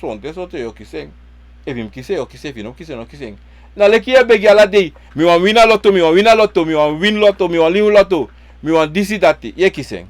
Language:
Sranan Tongo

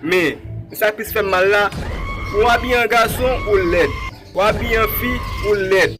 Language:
Haitian Creole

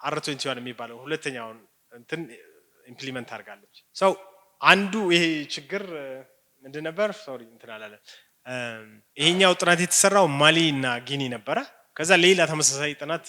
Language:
Amharic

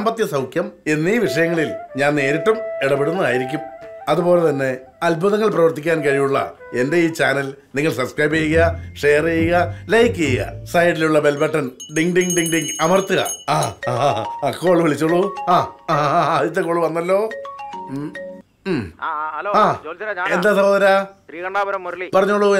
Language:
Malayalam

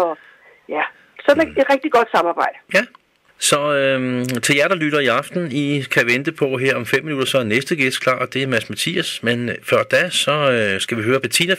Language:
Danish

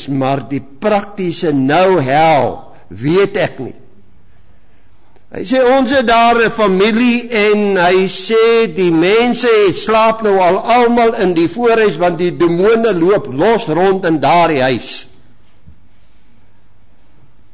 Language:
Afrikaans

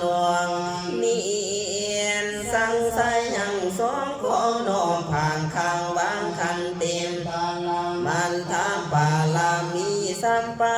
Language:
Pali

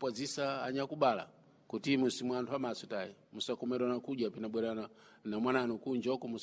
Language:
Sena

